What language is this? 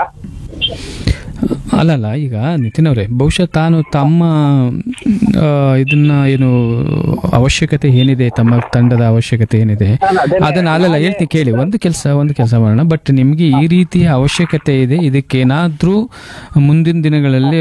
Kannada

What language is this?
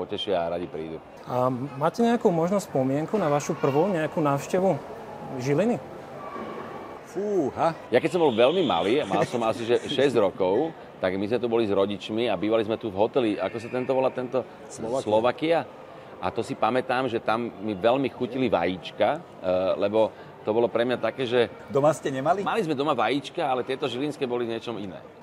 Slovak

